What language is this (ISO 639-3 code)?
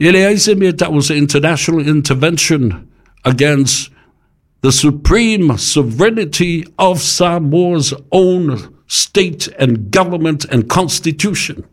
smo